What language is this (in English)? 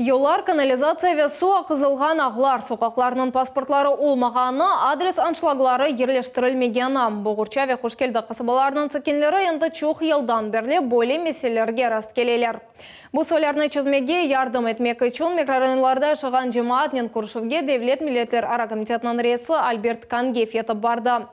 Crimean Tatar